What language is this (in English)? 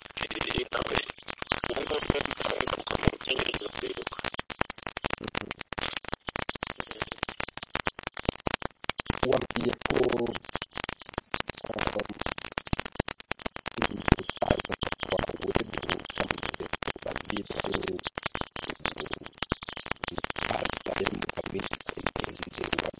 Kinyarwanda